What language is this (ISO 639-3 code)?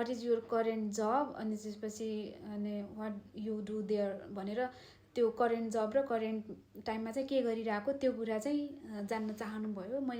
nep